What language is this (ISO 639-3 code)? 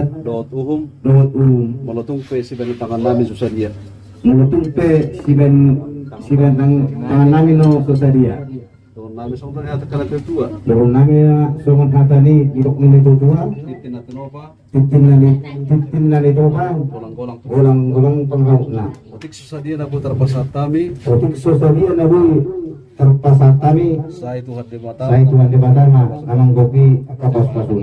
bbc